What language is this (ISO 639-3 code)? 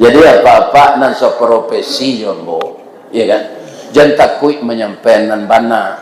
min